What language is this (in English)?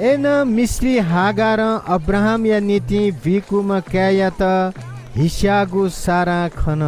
Newari